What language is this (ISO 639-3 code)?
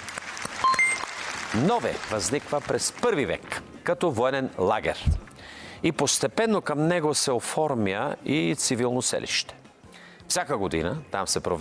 bul